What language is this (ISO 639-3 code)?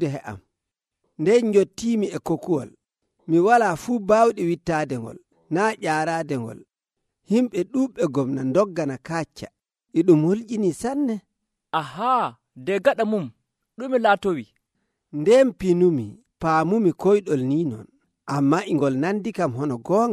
fuv